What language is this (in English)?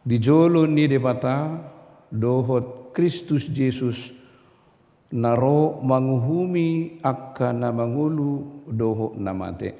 Batak Toba